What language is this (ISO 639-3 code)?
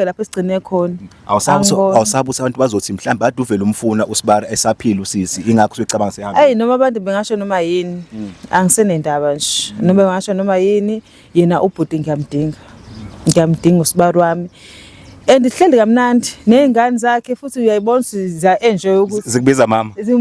zul